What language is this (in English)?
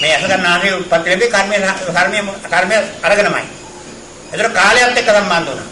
Sinhala